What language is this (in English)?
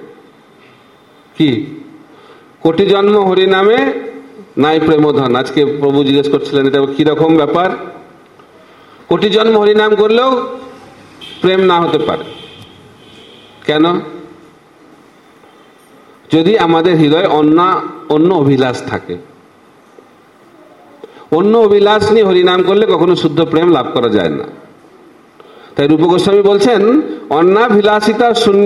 Bangla